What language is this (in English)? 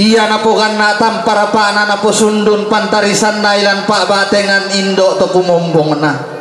Toraja-Sa'dan